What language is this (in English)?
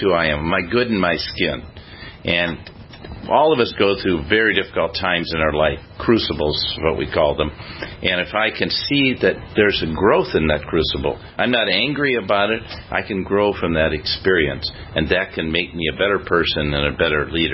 English